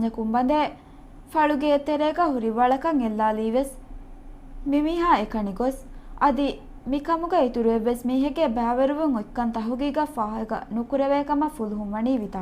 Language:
Divehi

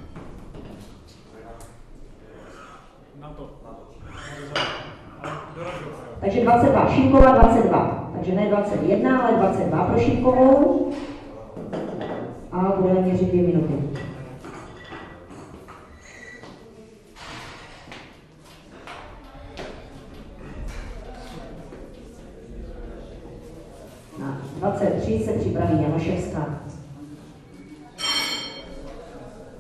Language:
Czech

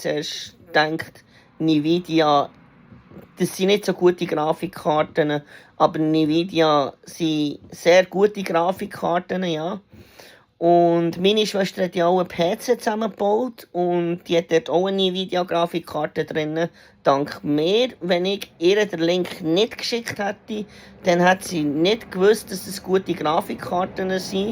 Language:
Swiss German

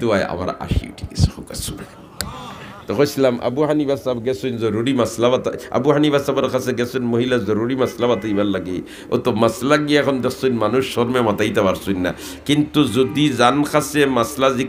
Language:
Sylheti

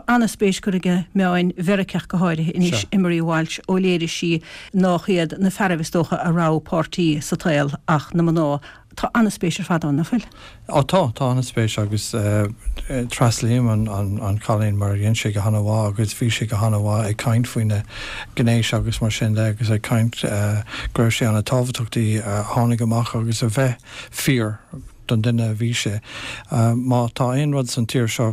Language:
Irish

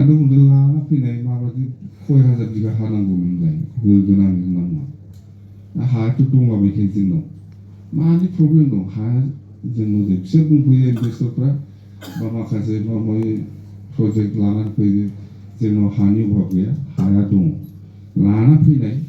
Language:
Bodo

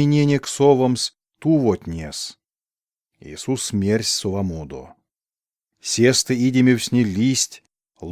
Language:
Erzya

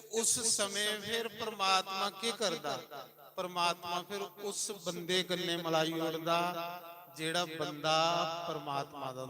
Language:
Dogri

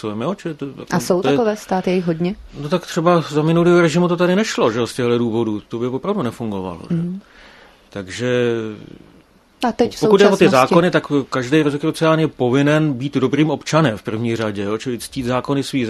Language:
Czech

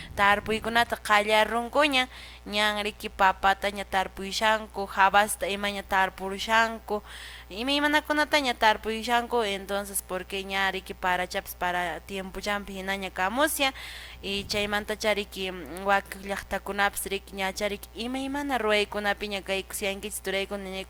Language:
Quechua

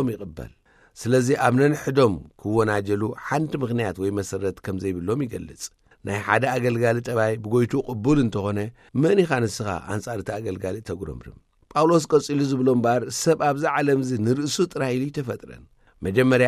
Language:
Tigrinya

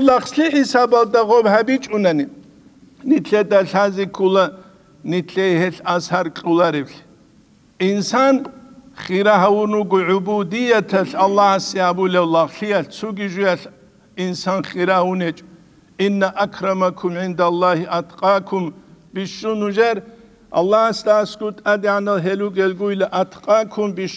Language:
Avaric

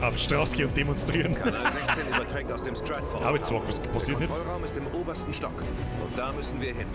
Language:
Bavarian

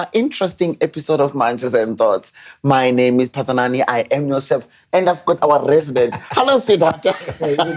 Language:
Zulu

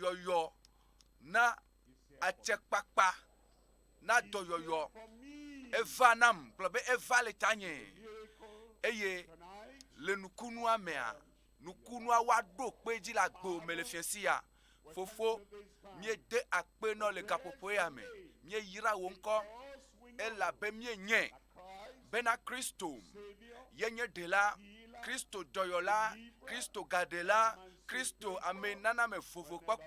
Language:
Ewe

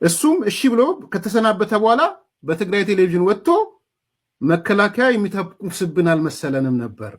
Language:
Amharic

